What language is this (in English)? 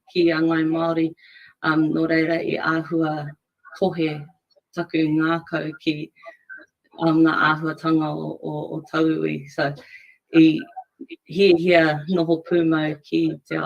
Māori